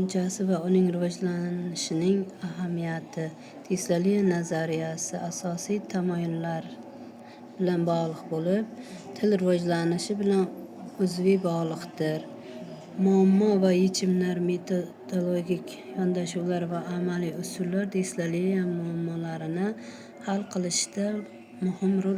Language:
Uzbek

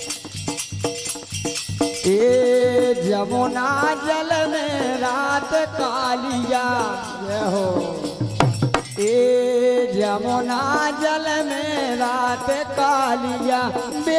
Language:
Bundeli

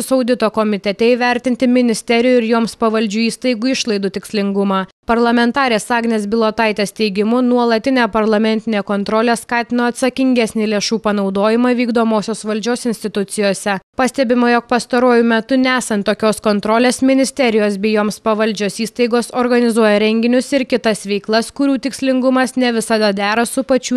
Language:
Lithuanian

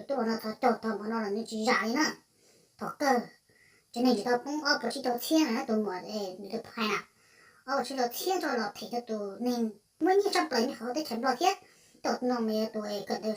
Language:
Hmong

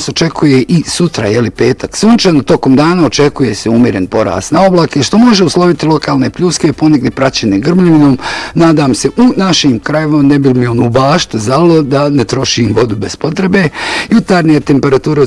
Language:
Bosnian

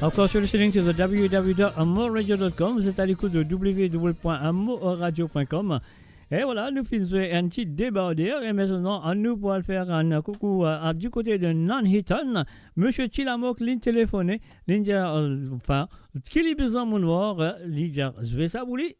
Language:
Morisyen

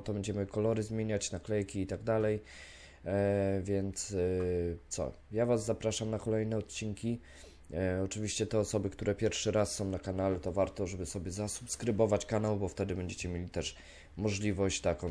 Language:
Polish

